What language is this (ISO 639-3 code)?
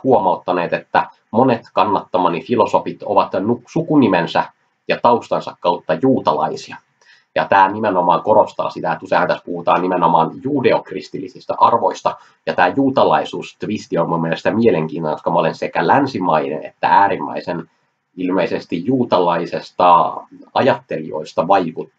fin